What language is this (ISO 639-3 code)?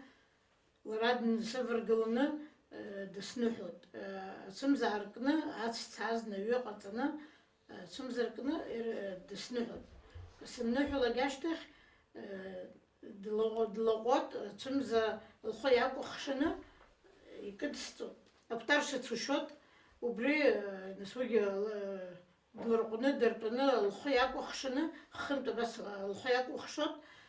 abk